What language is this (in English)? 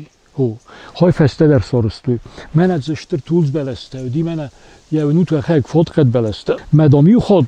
Ossetic